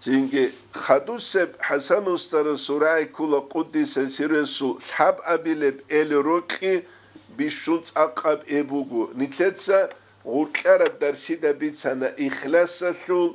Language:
Avaric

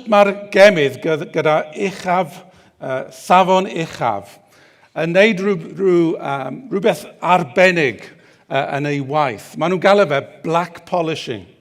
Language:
Welsh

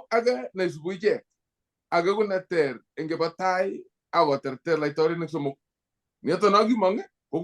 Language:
Kalenjin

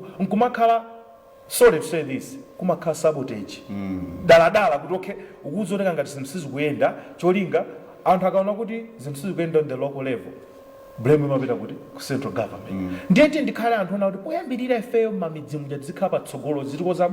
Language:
Nyanja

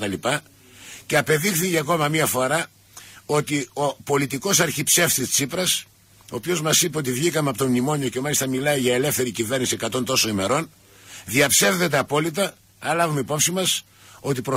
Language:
Greek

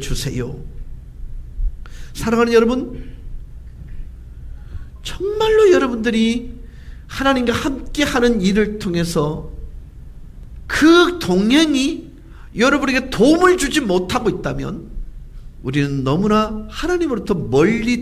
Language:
Korean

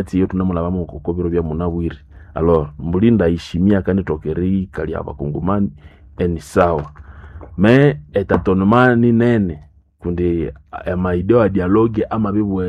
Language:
Swahili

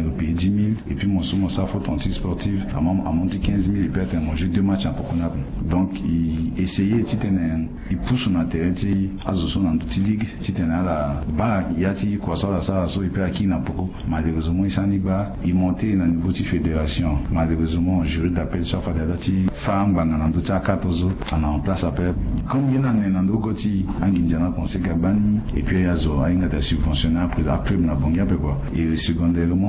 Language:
Sango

